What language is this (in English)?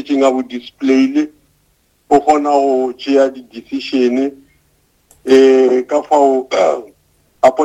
Northern Sotho